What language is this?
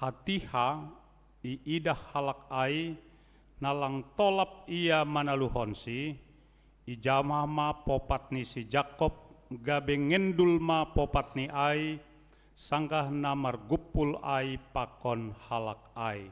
Batak Simalungun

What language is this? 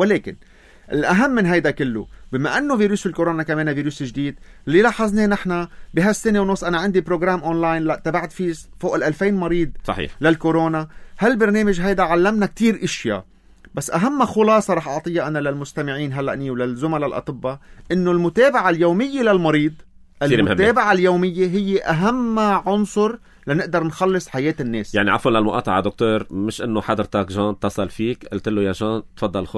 North Levantine Arabic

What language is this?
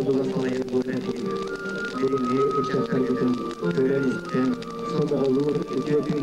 Yakut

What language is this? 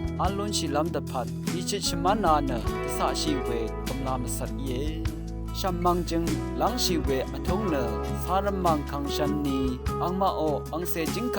Rawang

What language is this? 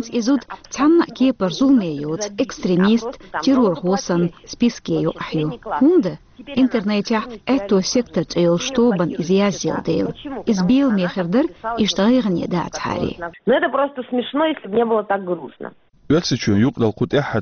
Chechen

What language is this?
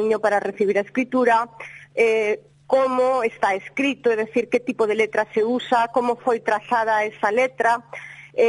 Galician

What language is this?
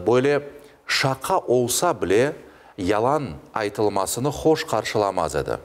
Crimean Tatar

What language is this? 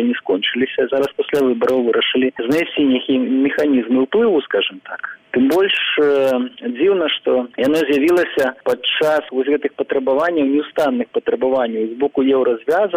Belarusian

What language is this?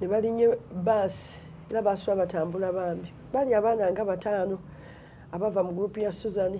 Ganda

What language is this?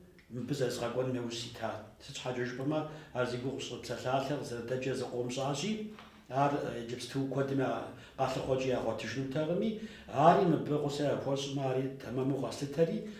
Kabardian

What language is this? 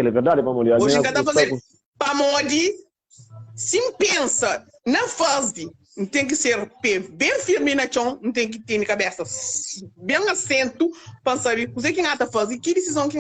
Kabuverdianu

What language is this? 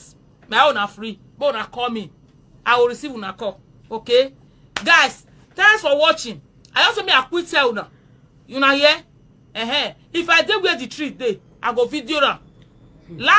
Nigerian Pidgin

